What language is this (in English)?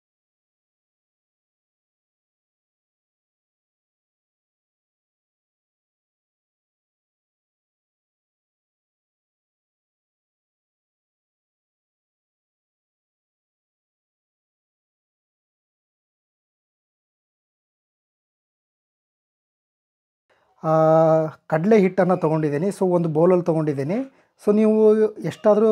Kannada